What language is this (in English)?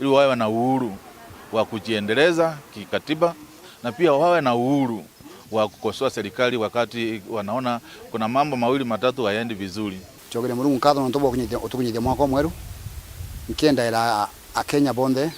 Meru